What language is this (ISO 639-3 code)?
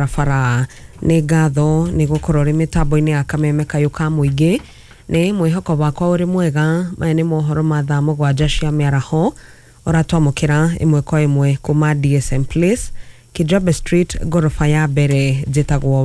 kik